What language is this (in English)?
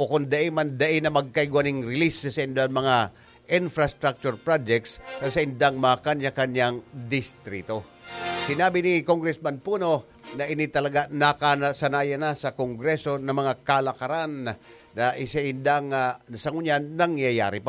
Bikol